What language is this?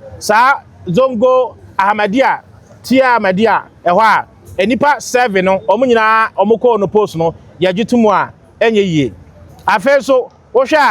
Akan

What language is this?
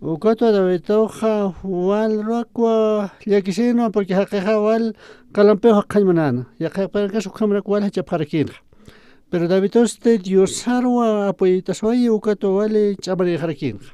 Aymara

